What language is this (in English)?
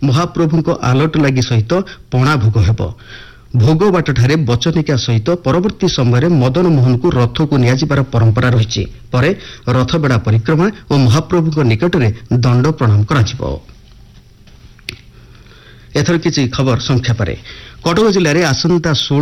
Odia